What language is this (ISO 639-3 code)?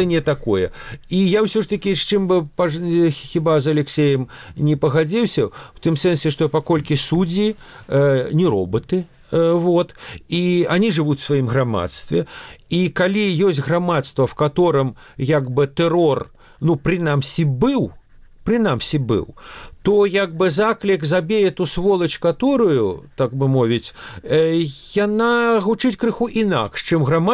bel